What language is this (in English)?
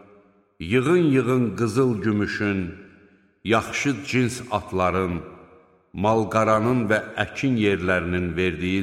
Azerbaijani